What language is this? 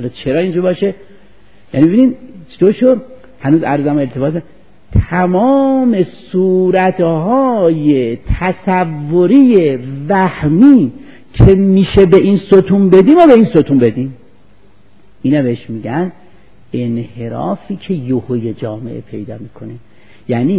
Persian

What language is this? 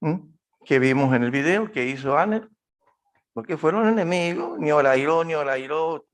Guarani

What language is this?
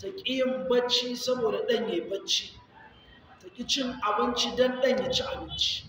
Hausa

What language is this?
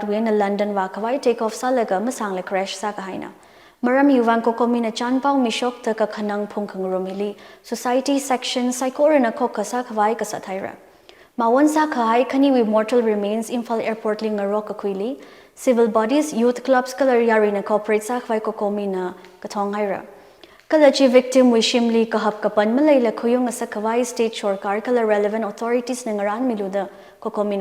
Tangkhul Naga (India)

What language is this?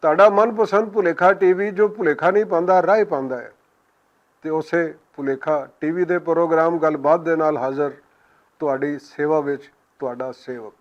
Western Panjabi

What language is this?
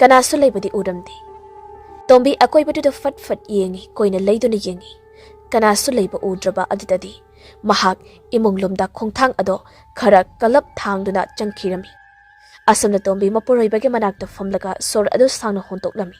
Manipuri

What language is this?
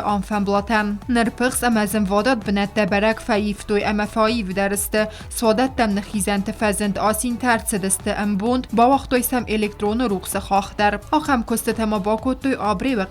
Ossetic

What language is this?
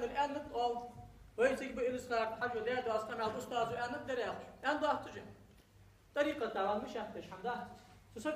Ingush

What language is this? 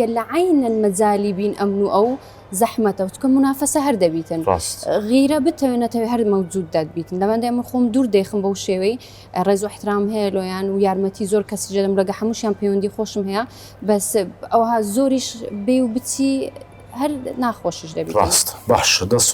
Central Kurdish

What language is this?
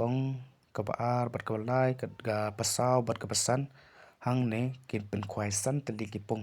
Khasi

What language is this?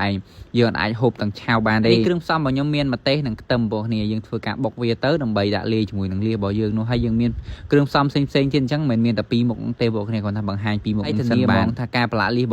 Khmer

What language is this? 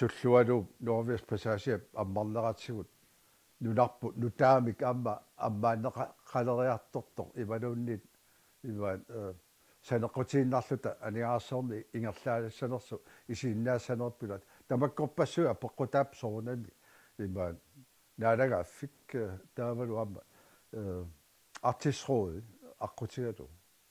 Kalaallisut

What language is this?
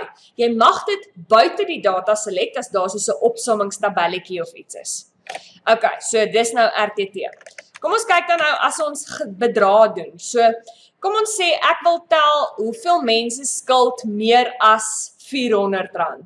Afrikaans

